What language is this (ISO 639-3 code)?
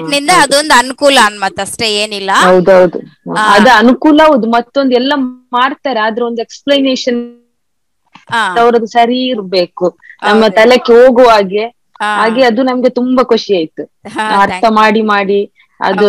kan